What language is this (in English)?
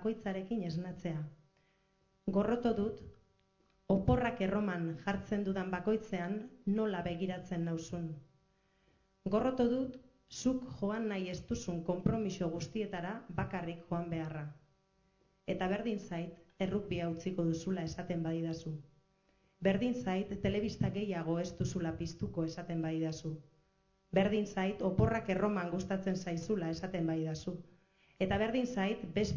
Basque